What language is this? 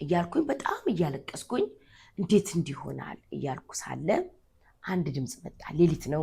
Amharic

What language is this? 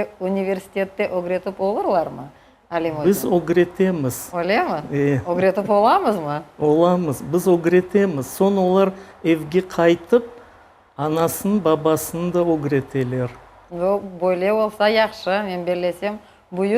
Crimean Tatar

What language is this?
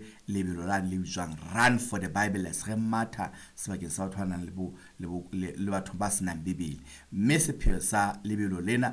Southern Sotho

